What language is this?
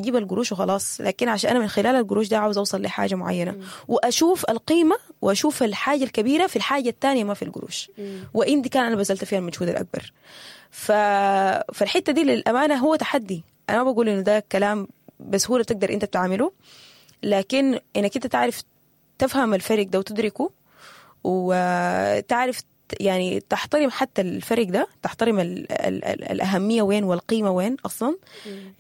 Sudanese Arabic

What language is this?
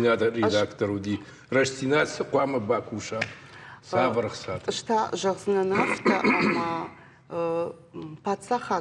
Ossetic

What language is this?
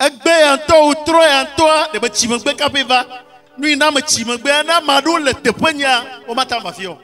Ewe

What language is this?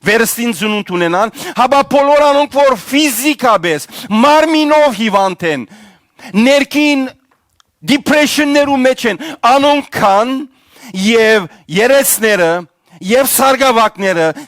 Western Armenian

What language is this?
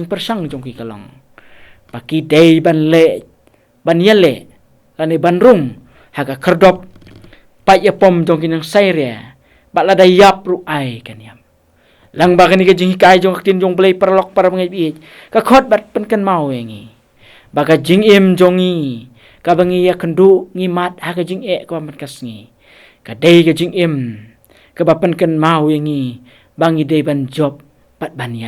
Khasi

